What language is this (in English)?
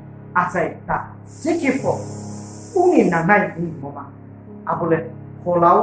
Riang (India)